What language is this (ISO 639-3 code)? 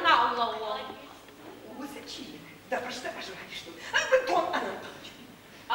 oss